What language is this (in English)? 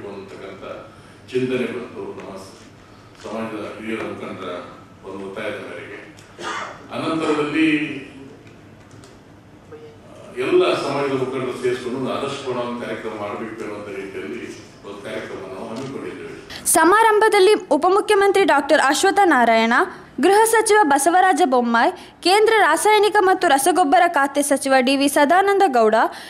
Kannada